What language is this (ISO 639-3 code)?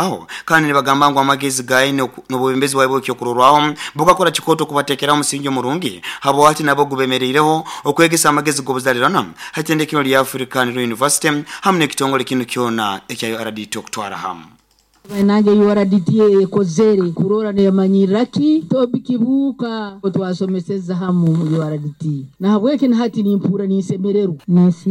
nyo